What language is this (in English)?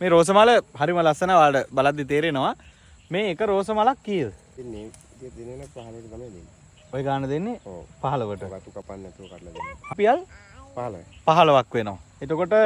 Sinhala